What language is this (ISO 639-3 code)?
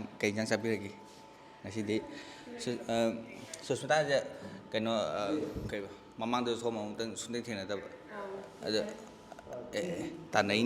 mni